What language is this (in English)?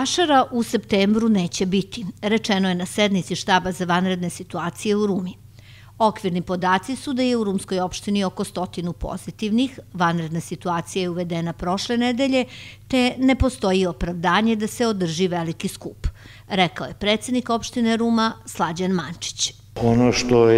Serbian